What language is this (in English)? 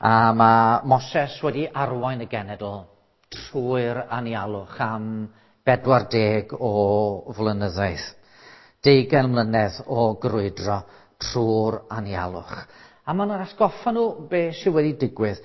Welsh